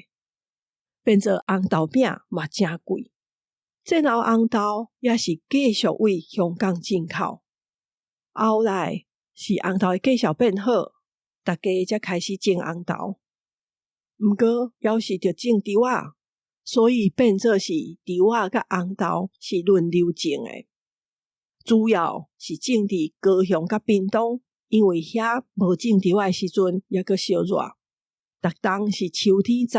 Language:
Min Nan Chinese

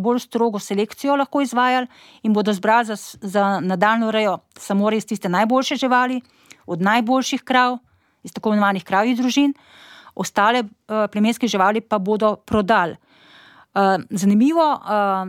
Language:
Slovenian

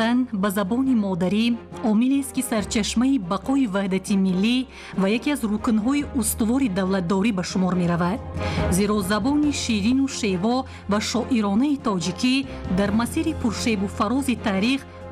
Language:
Tajik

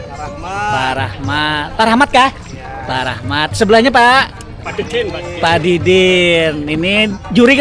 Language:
Banjar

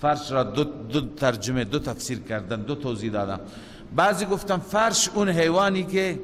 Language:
Persian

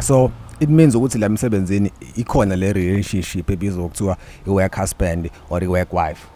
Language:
Zulu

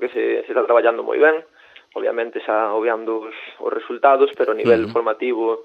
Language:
Galician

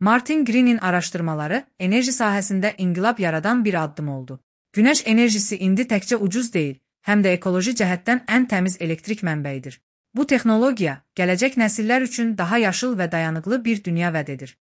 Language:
Azerbaijani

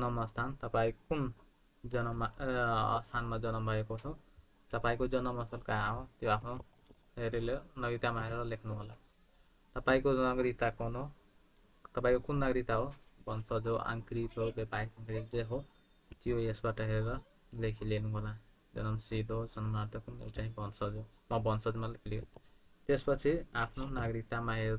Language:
Nepali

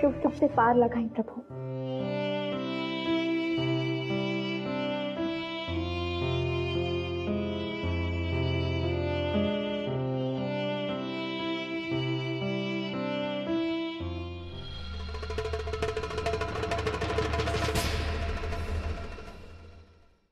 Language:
Bhojpuri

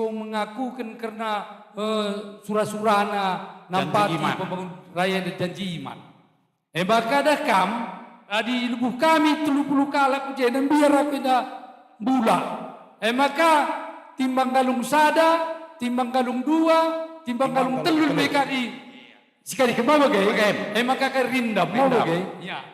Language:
Batak Karo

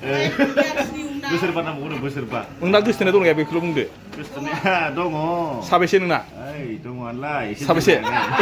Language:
Bodo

